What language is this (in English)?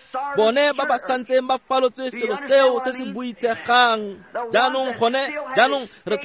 Tswana